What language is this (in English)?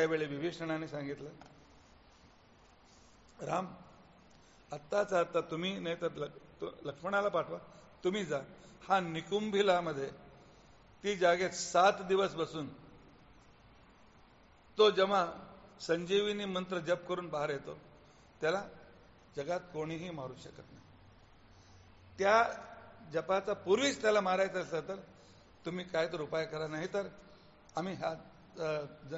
Marathi